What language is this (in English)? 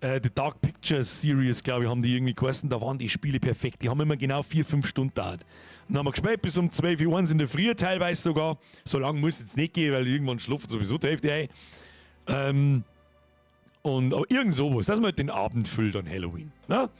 Bavarian